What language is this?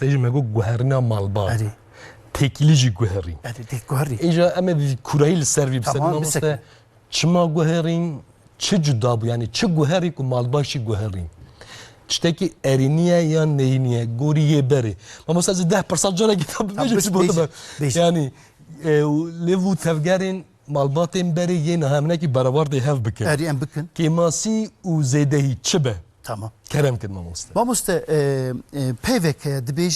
Kurdish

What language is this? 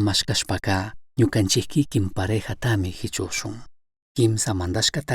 Chimborazo Highland Quichua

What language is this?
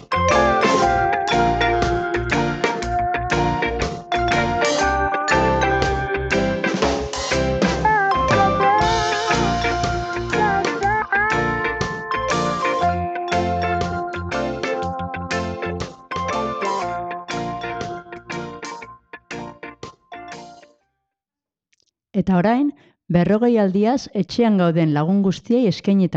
Basque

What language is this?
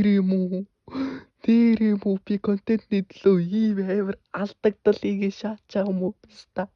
Mongolian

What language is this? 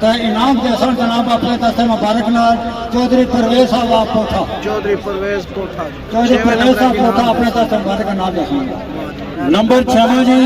Pahari-Potwari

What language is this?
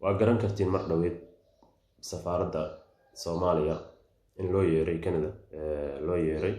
Somali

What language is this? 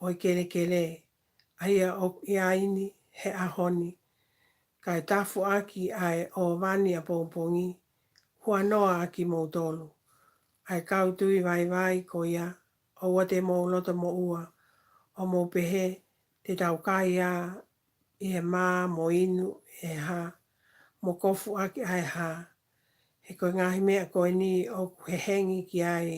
Tongan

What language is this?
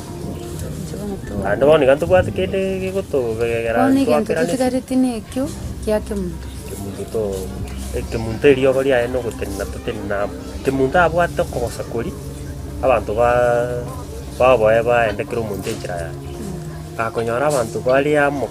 Gusii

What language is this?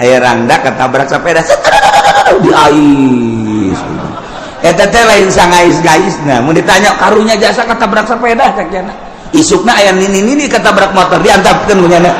Sundanese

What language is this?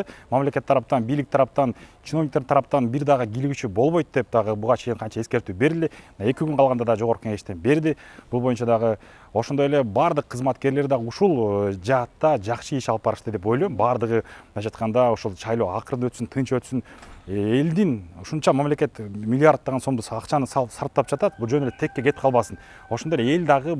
Kyrgyz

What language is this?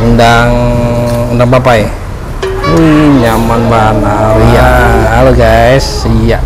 Banjar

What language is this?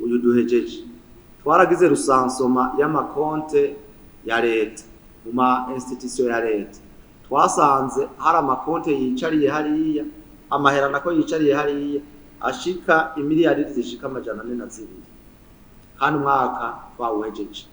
Rundi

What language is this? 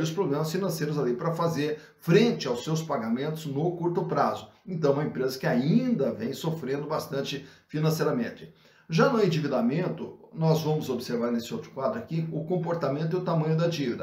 Portuguese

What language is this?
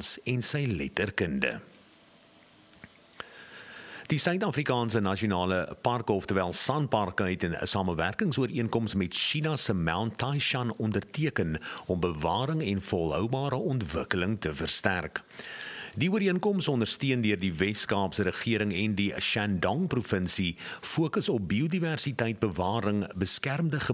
Afrikaans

